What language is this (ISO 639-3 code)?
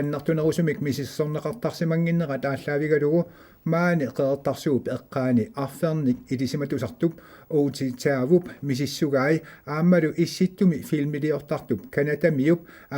kal